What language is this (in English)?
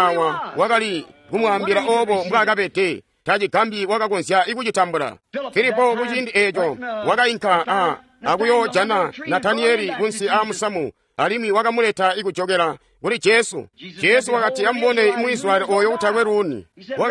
Tonga (Zambia)